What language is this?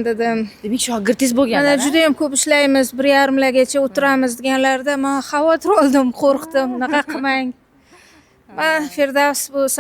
Uzbek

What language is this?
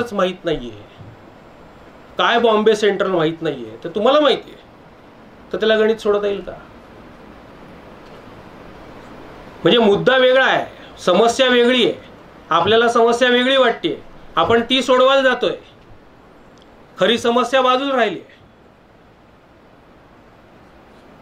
Marathi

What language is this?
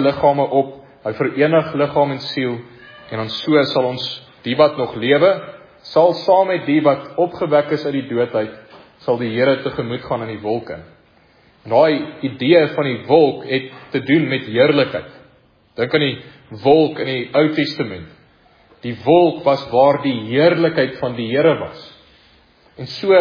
Afrikaans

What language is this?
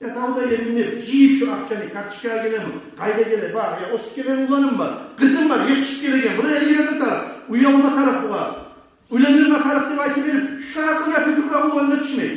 Kumyk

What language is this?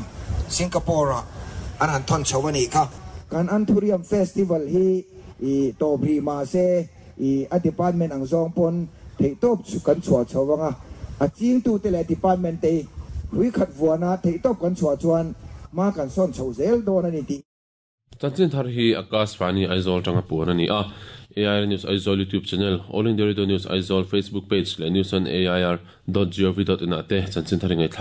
Mizo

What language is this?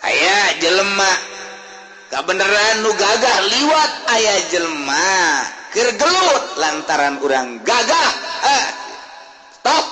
Sundanese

